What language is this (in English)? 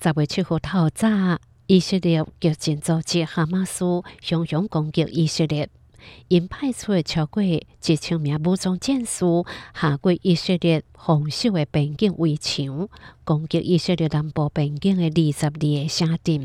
Hakka Chinese